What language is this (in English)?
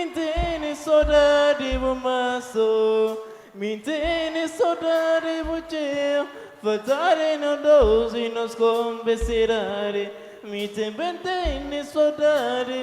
Kabuverdianu